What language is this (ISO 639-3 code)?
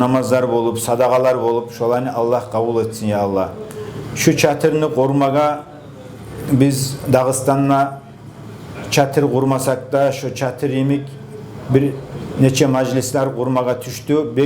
kum